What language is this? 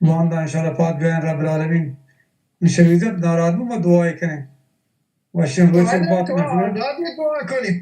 Baluchi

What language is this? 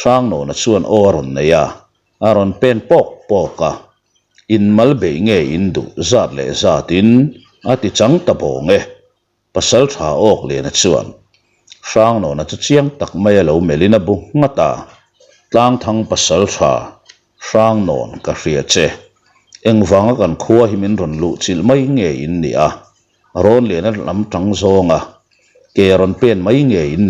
Mizo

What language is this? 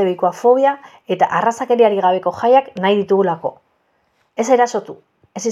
Basque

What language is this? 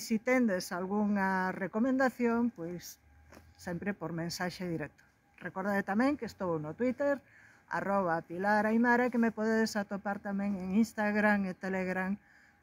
Galician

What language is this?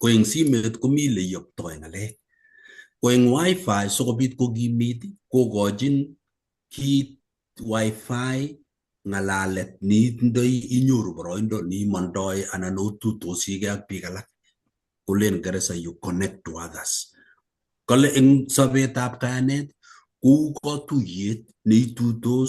Kalenjin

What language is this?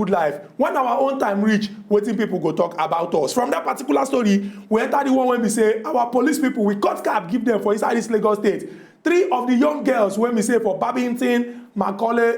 Nigerian Pidgin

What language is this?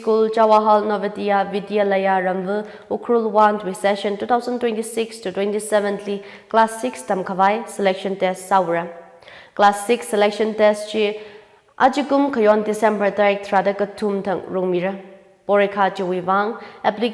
Tangkhul Naga (India)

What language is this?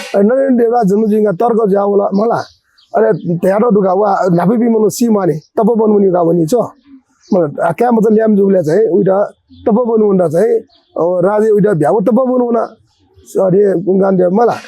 Newari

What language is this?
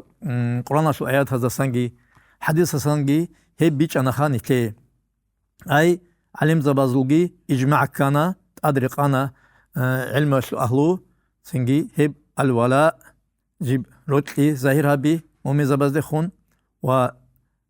Avaric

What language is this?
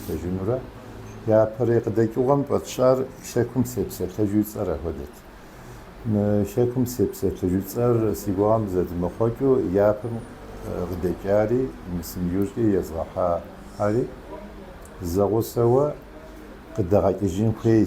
Kabardian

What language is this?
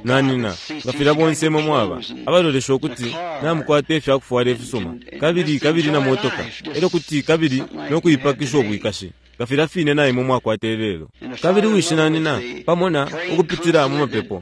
Bemba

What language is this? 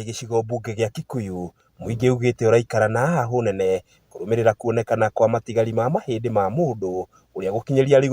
Kikuyu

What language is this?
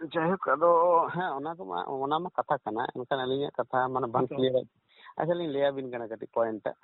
Santali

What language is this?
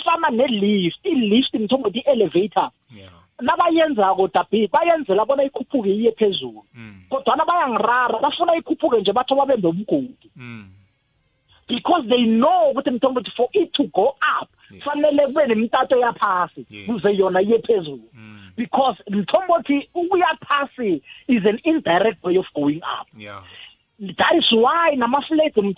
South Ndebele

